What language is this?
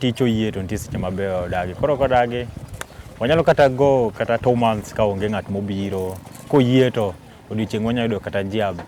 Luo (Kenya and Tanzania)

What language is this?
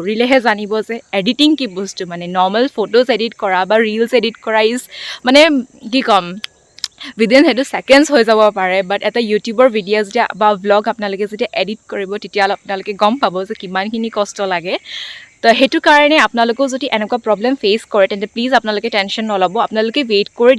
Assamese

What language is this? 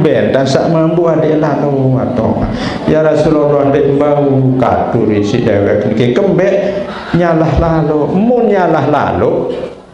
Sasak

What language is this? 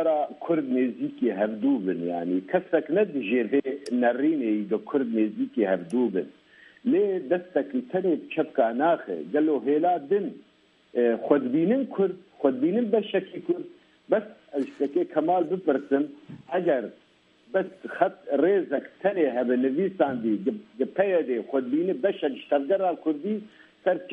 Kurdish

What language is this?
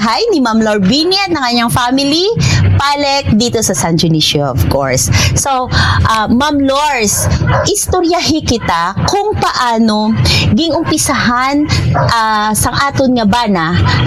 Hiligaynon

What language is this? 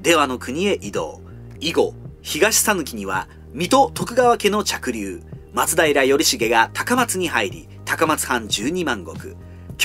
Japanese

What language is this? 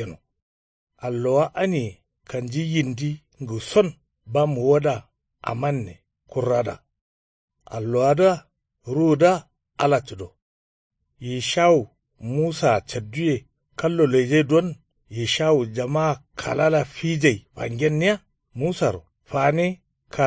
Kanuri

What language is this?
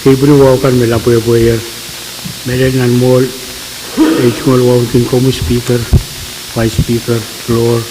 Pohnpeian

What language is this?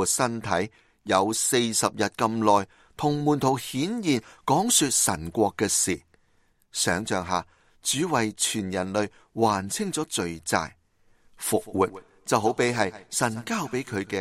Cantonese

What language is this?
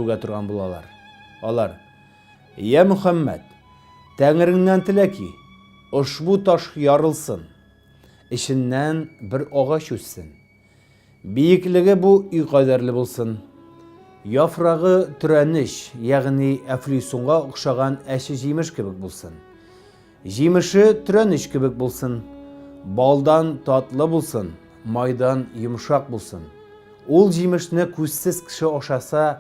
Tatar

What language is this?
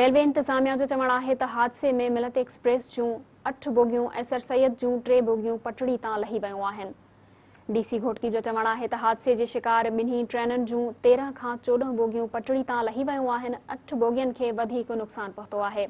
Sindhi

